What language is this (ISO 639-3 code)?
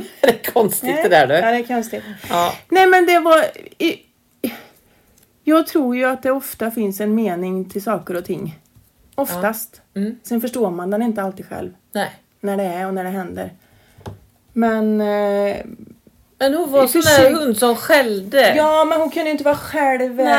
swe